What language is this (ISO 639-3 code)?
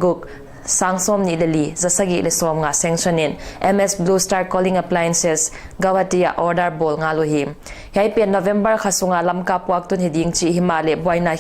pck